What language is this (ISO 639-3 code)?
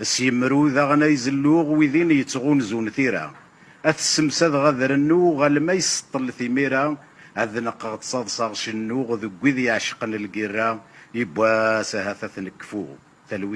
kab